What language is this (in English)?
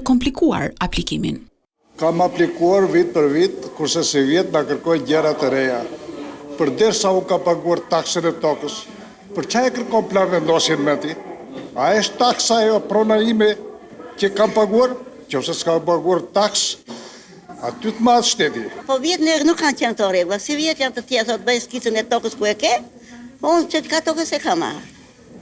Albanian